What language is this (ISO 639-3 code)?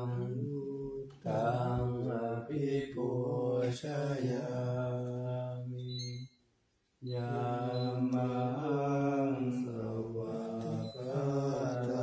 pli